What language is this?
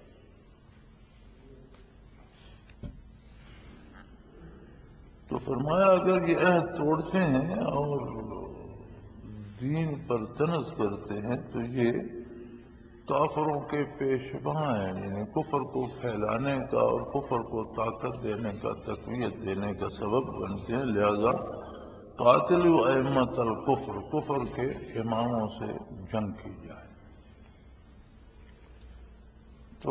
Urdu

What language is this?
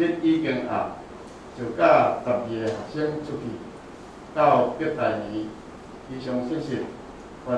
Min Nan Chinese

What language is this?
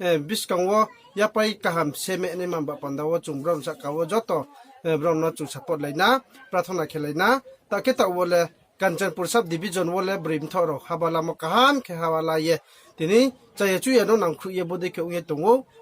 Riang (India)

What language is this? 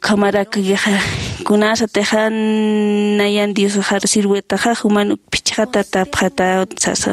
Aymara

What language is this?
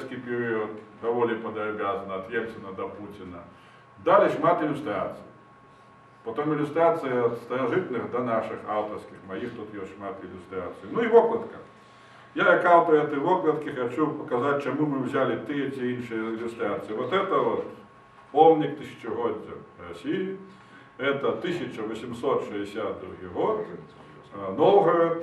Belarusian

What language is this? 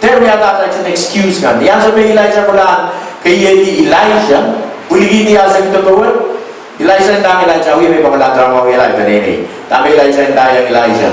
Pohnpeian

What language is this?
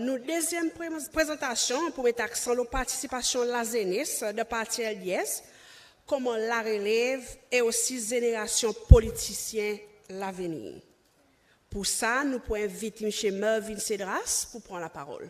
Seselwa Creole French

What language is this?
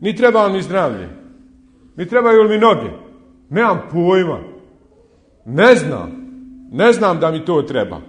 Bosnian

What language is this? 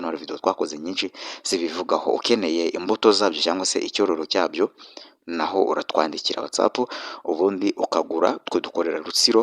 Kinyarwanda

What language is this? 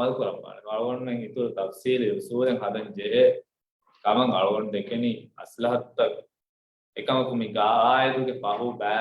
Divehi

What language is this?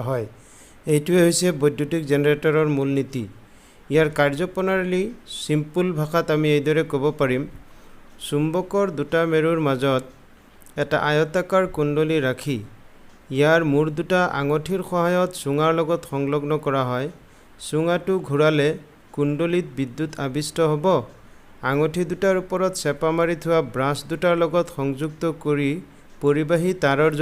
Assamese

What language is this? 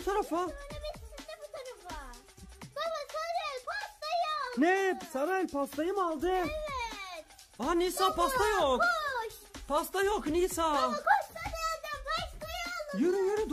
Turkish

